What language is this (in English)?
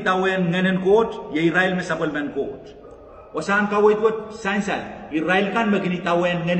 Pohnpeian